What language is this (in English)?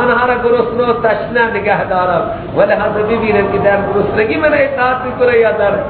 Persian